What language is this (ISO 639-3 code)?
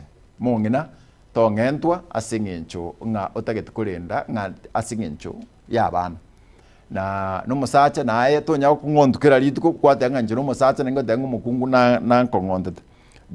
guz